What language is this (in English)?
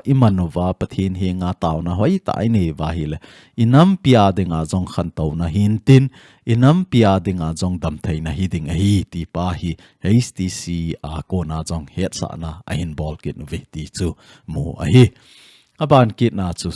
Thado Chin